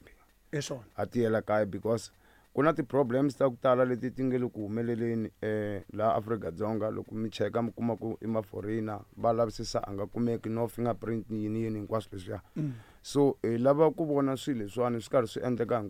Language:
Tsonga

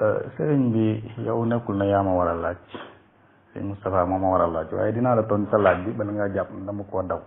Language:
Wolof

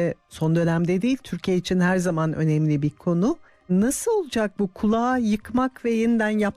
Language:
Turkish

